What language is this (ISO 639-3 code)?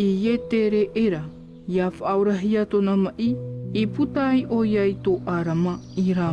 tah